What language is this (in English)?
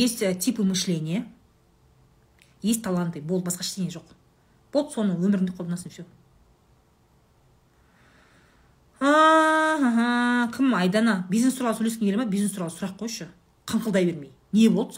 Kazakh